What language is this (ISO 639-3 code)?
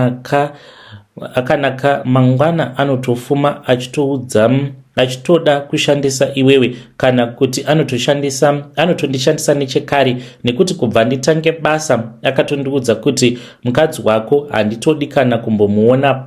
sna